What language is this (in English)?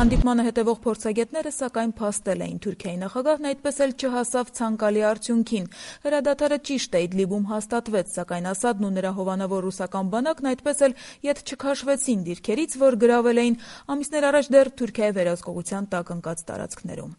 Armenian